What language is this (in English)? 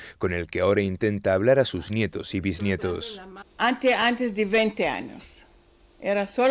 Ladino